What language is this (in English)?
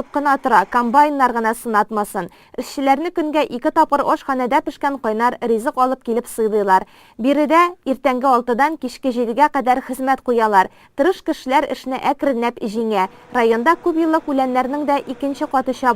Tatar